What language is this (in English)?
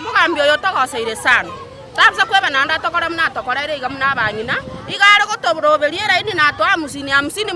Gusii